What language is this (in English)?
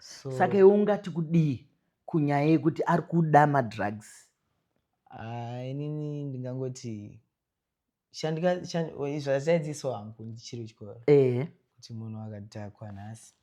Shona